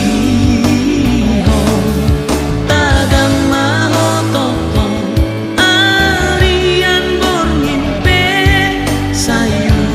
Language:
Batak Toba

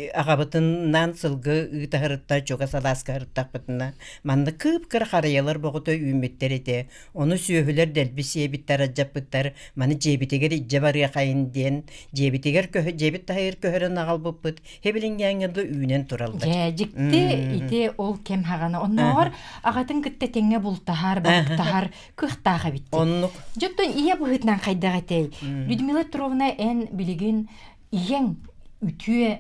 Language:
Yakut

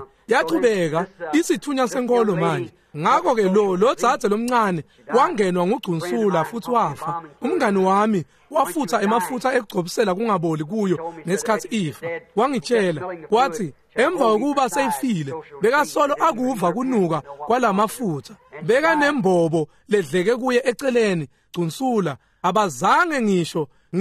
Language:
Swati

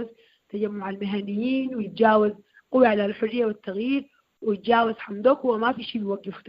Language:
Sudanese Arabic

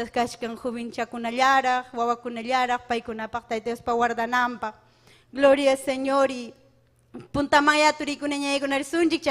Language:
Ayacucho Quechua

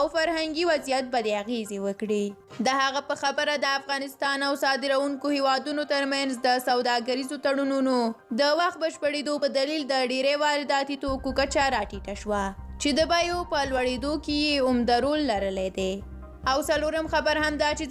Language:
Pashto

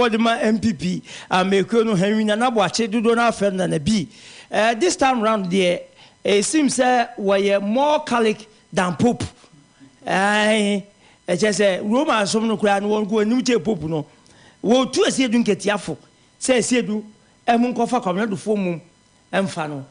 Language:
Akan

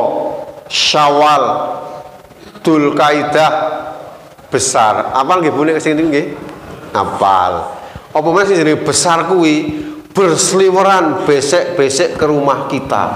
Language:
Javanese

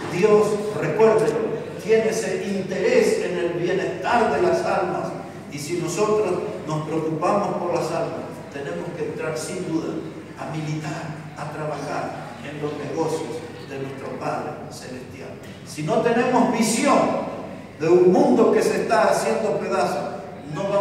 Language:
Spanish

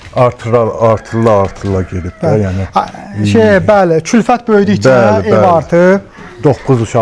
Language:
Azerbaijani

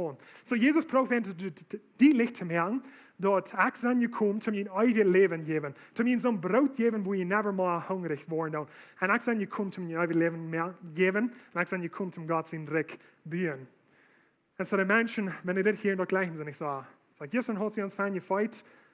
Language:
Plautdietsch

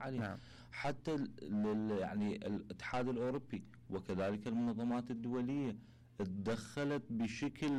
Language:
Mesopotamian Arabic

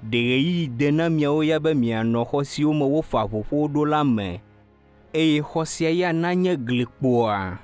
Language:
Ewe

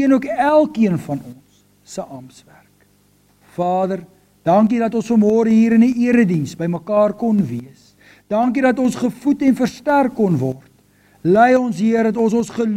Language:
Afrikaans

